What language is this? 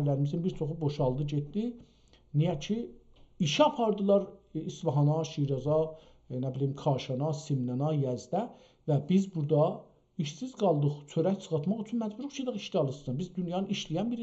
South Azerbaijani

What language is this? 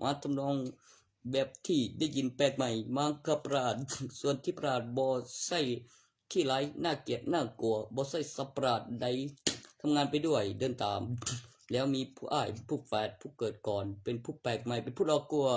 Northeastern Thai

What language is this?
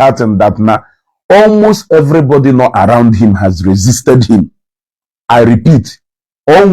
Igbo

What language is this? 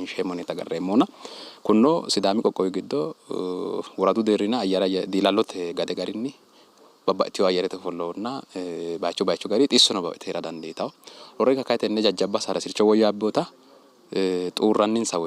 Sidamo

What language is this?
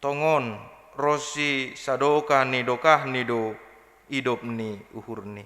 Batak Simalungun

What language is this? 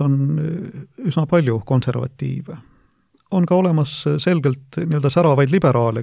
Estonian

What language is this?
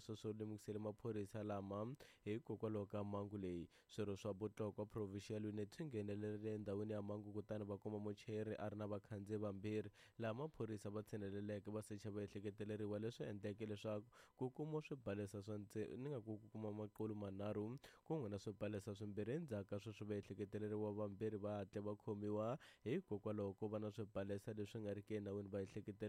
Tsonga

